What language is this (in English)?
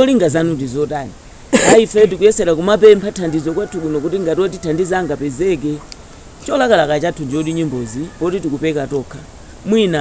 Nyanja